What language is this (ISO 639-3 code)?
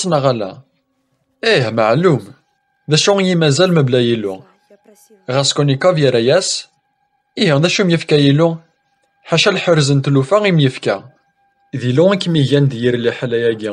kab